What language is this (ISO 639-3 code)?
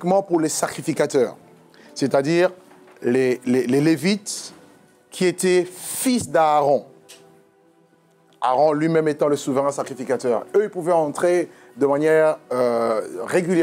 fra